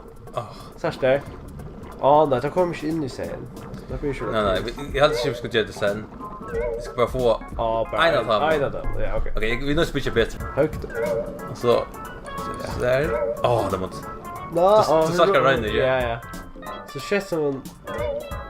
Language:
Faroese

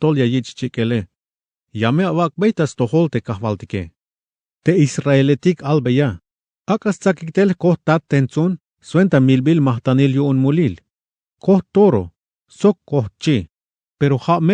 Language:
Tzeltal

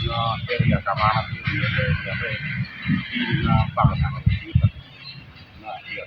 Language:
Acoli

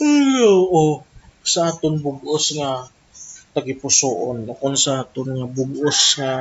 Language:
Hiligaynon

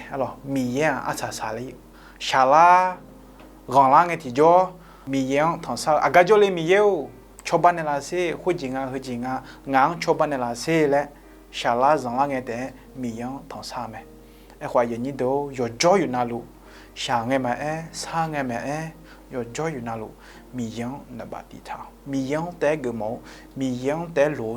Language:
Akha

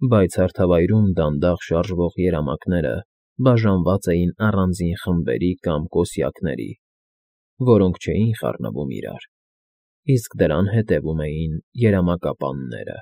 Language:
Armenian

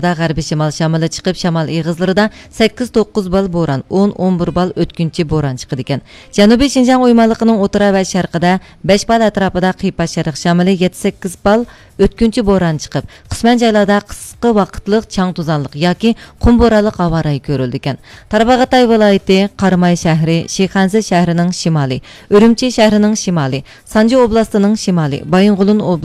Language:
Uyghur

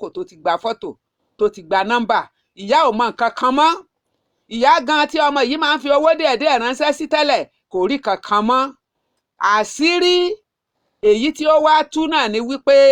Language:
Yoruba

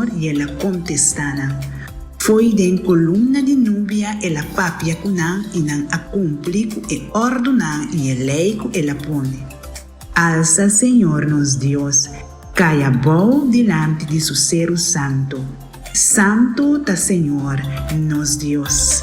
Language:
Papiamento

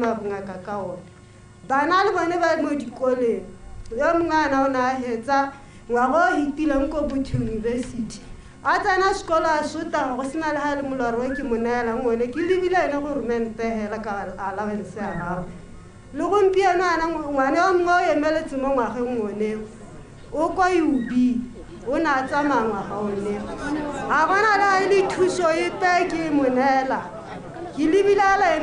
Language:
Tswana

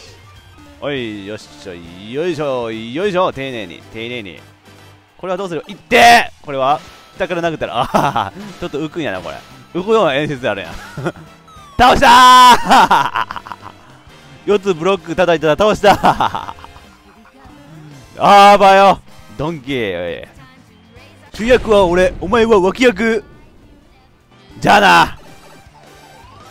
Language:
Japanese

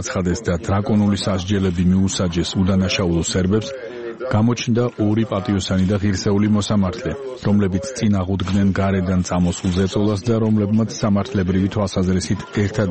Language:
Georgian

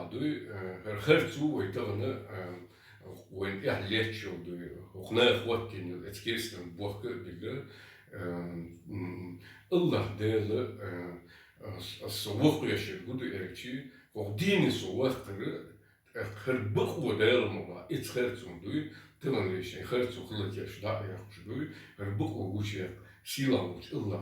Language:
Chechen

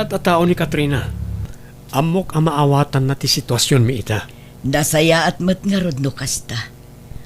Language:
Iloko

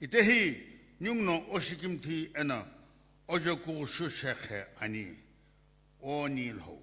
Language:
Sumi Naga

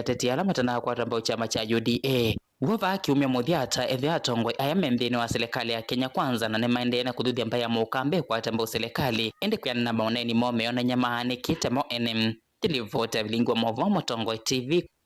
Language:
Kamba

